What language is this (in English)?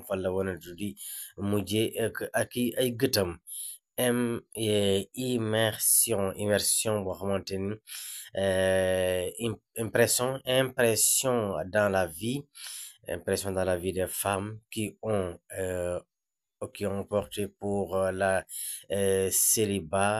Wolof